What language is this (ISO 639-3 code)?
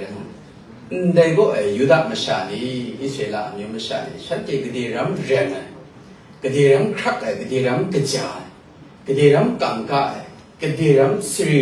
kac